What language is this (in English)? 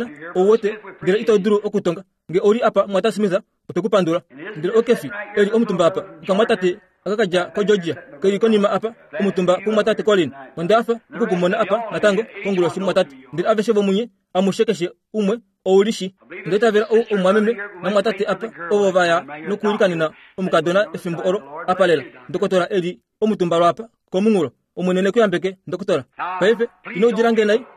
Kuanyama